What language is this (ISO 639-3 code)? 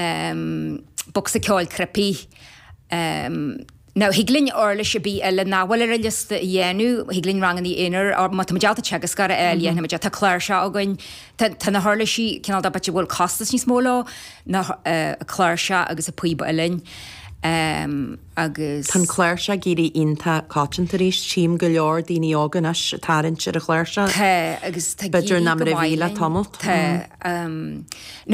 gle